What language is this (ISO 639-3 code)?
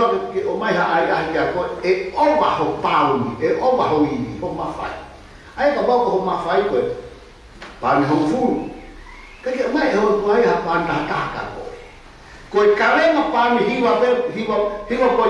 ton